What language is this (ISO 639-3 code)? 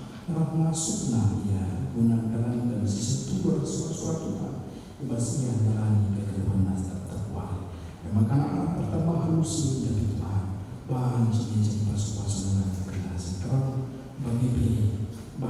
btx